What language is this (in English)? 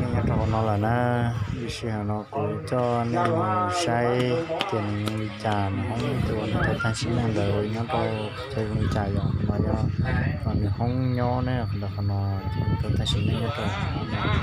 Hmong